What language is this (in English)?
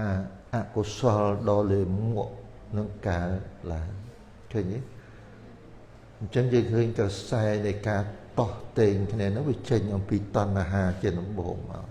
Khmer